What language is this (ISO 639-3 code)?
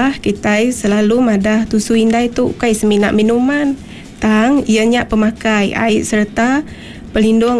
iba